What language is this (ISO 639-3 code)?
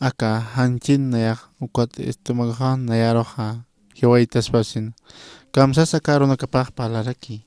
aym